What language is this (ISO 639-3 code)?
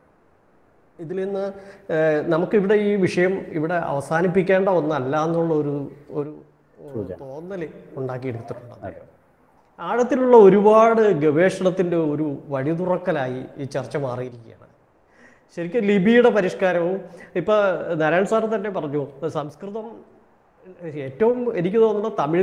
mal